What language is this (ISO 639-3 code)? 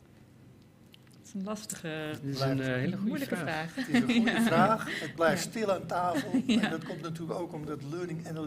nld